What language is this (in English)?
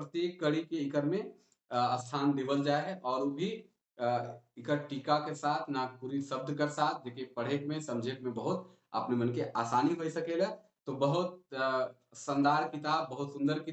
Sadri